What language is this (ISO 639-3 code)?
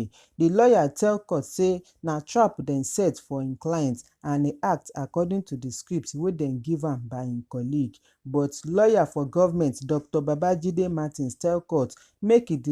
pcm